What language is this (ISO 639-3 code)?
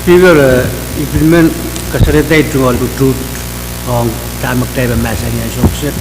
pon